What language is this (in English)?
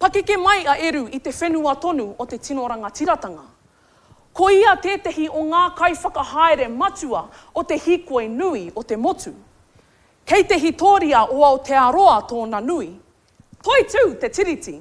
Māori